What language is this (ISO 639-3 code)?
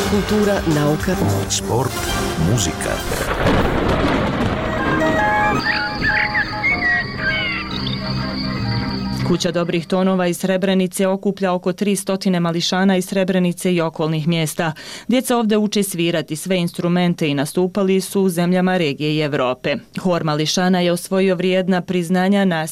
bos